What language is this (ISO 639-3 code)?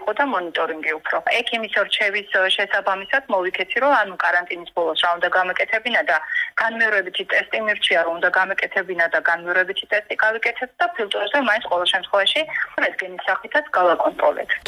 kat